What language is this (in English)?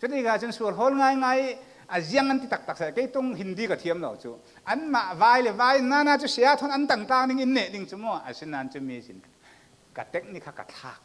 Falam Chin